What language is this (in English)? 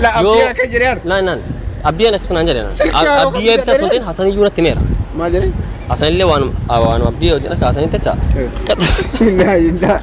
Oromo